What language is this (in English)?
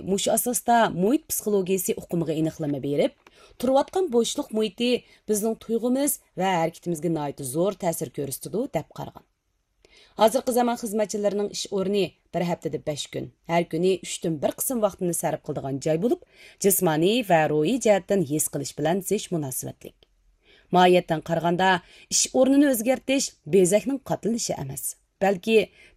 Uyghur